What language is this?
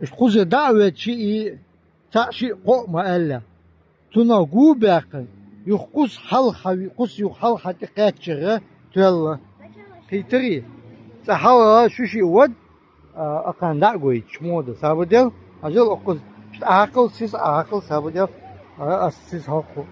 Chechen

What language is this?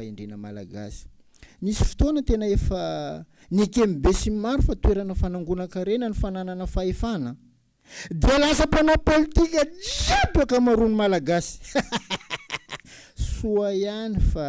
Malagasy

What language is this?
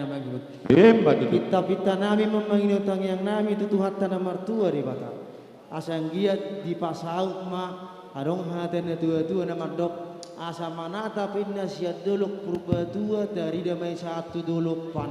Batak Karo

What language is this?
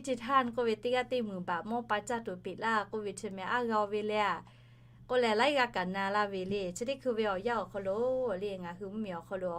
Lahu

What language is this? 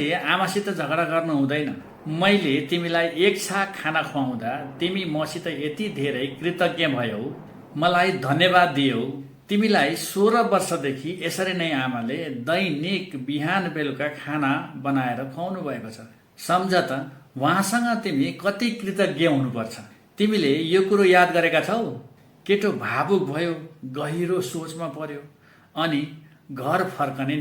Nepali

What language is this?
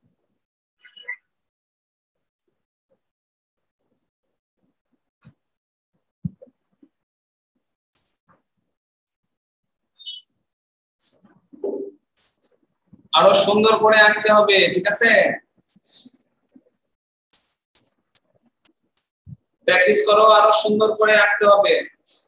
Bangla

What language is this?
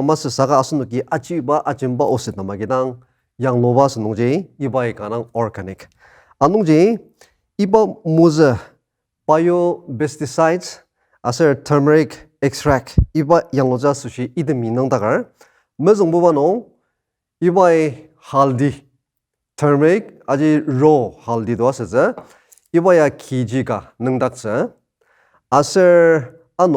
Ao Naga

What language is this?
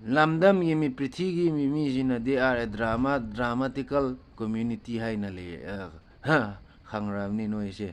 Manipuri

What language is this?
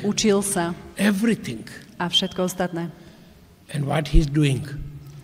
Slovak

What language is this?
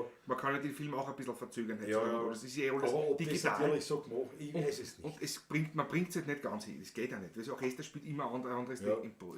Bavarian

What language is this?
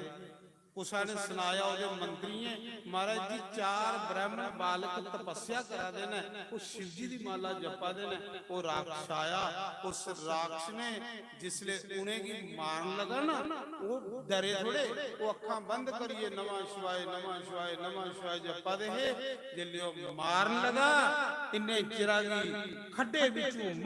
Dogri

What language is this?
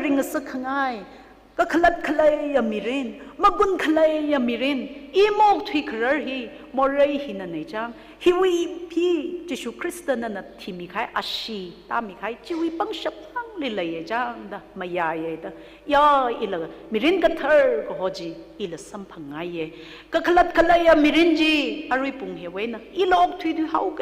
Tangkhul Naga (India)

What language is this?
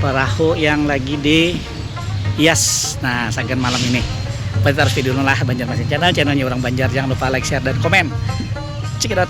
Banjar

